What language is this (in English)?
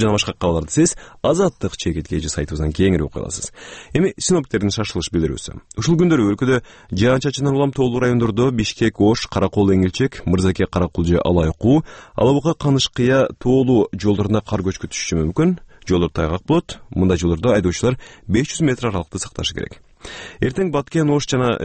Kyrgyz